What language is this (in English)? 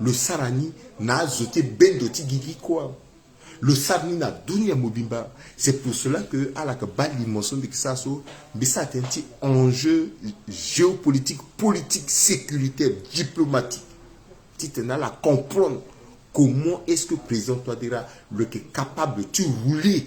Sango